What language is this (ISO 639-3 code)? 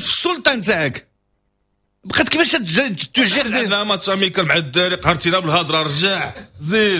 ary